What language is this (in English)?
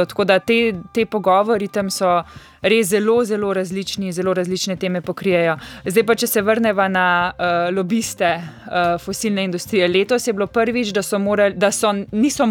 Slovenian